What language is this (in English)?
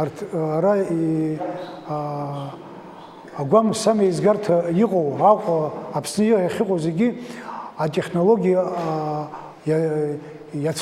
Abkhazian